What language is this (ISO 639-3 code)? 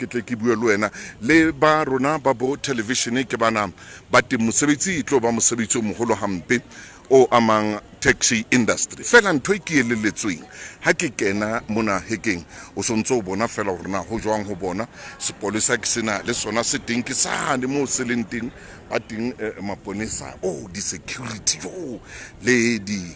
sot